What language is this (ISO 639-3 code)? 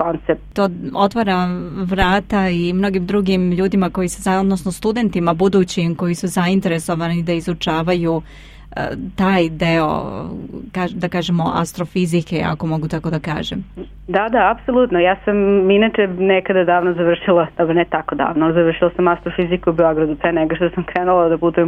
srp